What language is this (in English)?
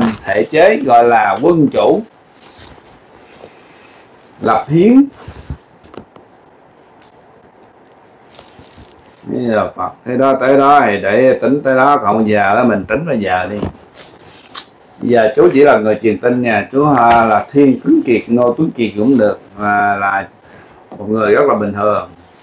Vietnamese